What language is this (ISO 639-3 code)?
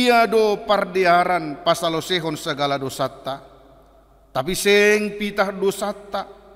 bts